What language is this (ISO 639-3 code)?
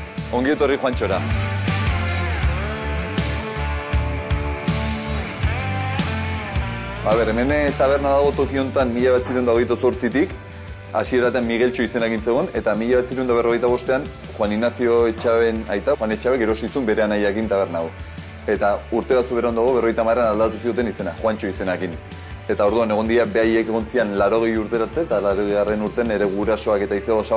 eus